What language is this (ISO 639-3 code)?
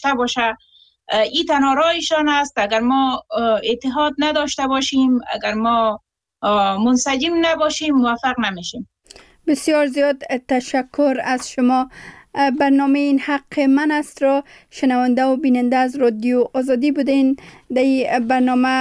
fas